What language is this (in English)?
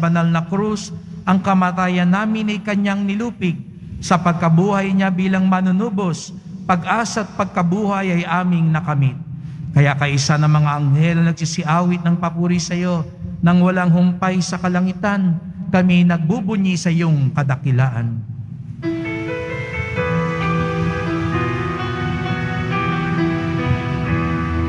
Filipino